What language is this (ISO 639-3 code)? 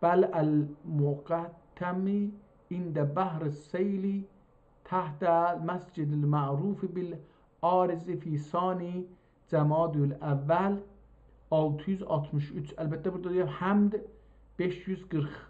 azb